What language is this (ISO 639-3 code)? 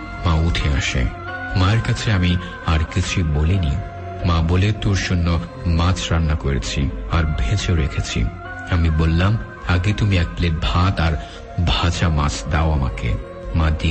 ben